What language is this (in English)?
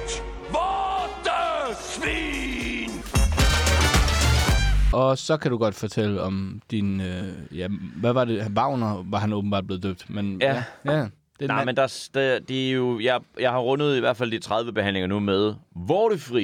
Danish